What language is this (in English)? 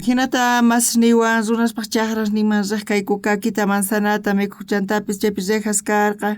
South Bolivian Quechua